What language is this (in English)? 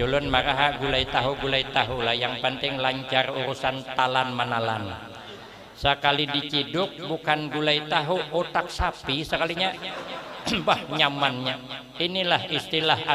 Banjar